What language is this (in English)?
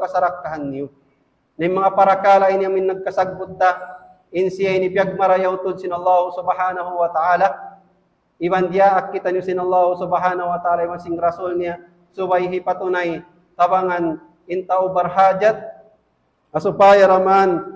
Tausug